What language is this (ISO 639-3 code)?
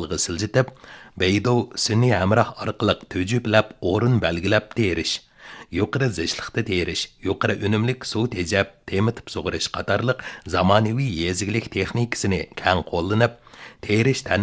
uig